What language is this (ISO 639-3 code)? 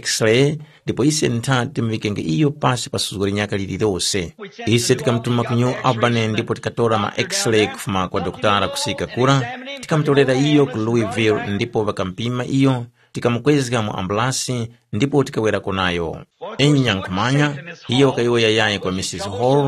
tum